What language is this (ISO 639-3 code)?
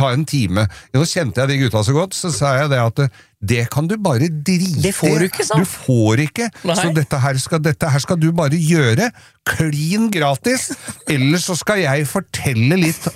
nor